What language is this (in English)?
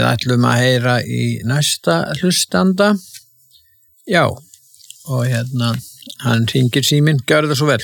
Icelandic